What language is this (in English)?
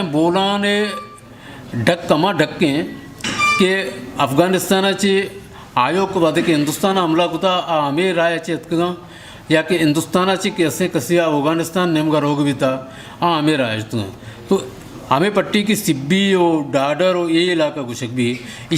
Eastern Balochi